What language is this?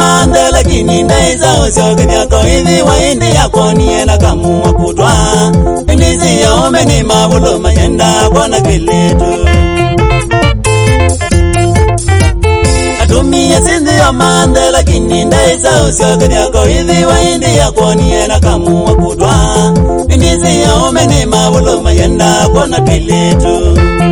Swahili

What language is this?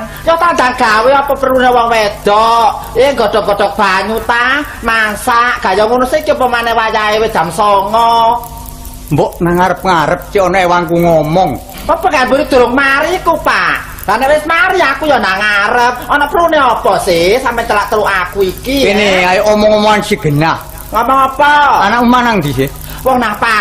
Javanese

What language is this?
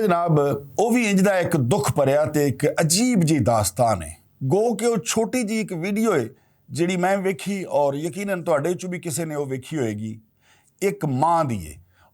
Western Panjabi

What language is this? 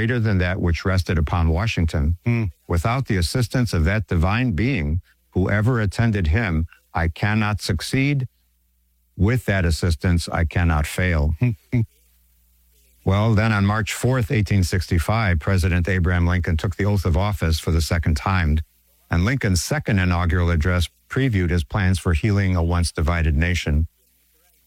English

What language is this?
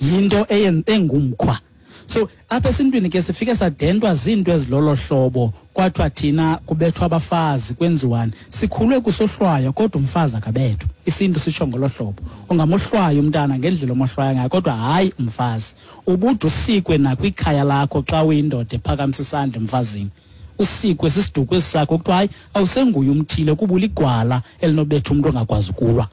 Xhosa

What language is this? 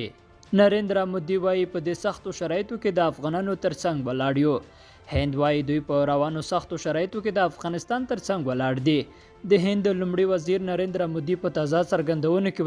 Pashto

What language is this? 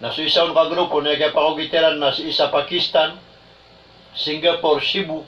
Maranao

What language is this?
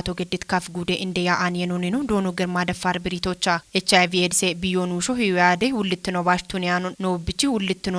Kafa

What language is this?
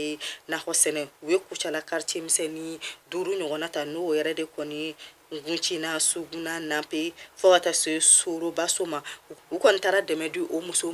Bambara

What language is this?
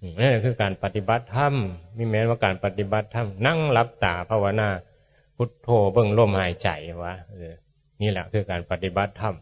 Northeastern Thai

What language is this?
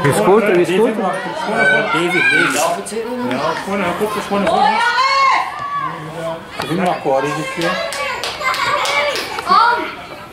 Dutch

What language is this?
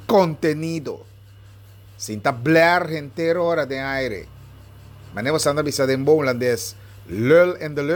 Papiamento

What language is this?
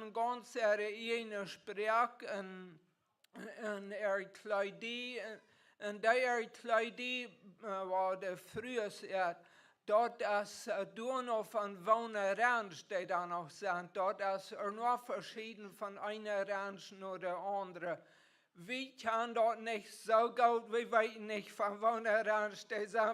Plautdietsch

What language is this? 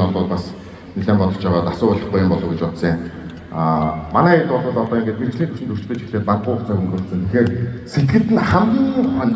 Mongolian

